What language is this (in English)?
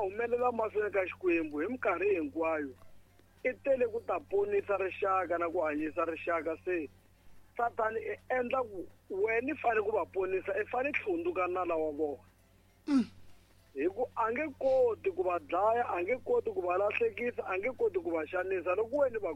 Tsonga